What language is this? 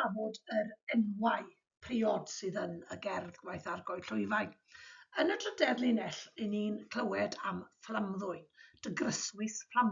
Welsh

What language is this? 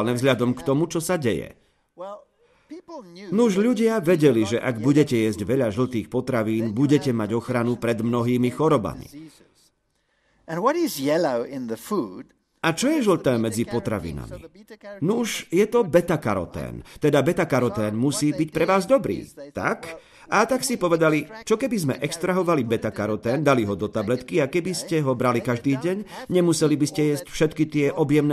Slovak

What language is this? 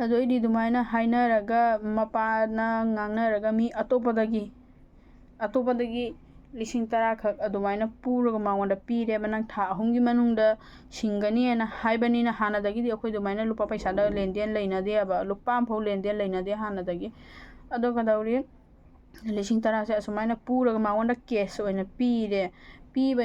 Manipuri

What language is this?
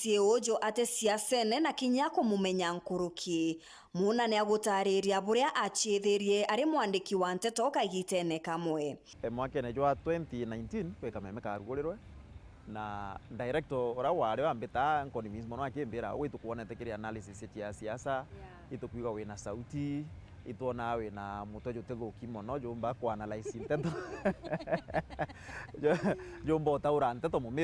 Meru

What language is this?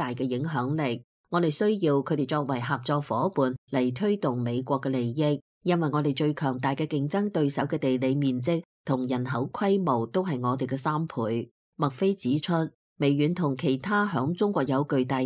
Cantonese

